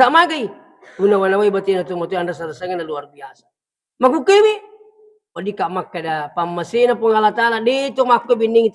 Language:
Buginese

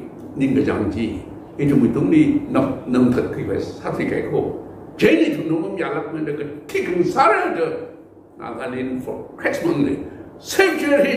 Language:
Tangkhul Naga (India)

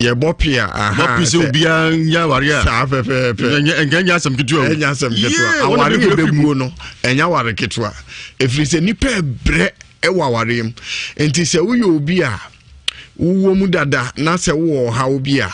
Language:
Akan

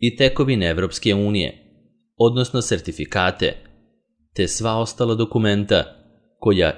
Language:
Serbian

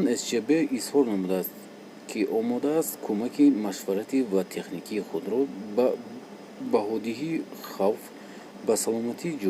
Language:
Tajik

